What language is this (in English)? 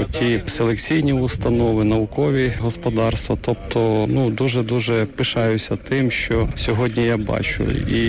Ukrainian